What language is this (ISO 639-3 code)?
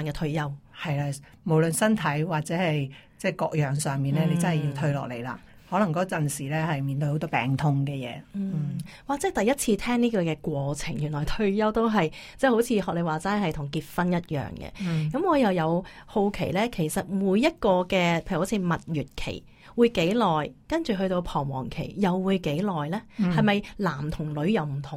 yue